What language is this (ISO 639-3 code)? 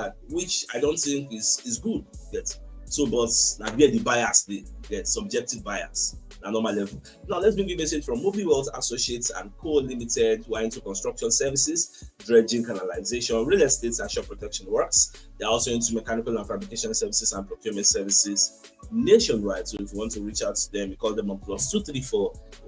pcm